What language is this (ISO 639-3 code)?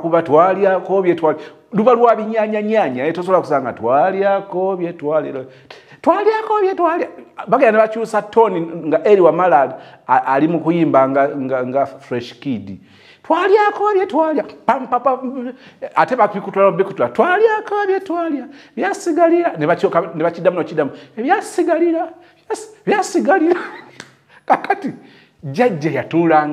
lug